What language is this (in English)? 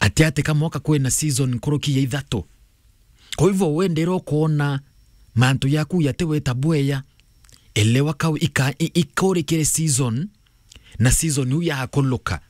Meru